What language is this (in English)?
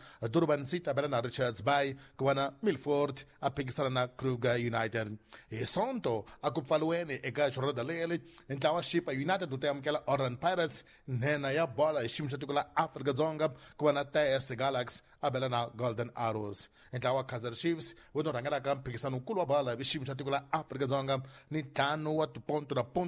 Tsonga